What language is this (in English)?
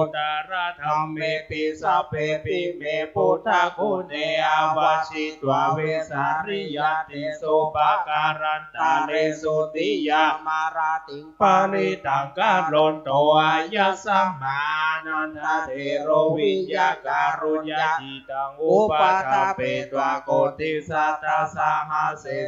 Pali